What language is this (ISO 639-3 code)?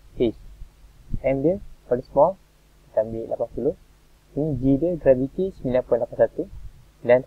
msa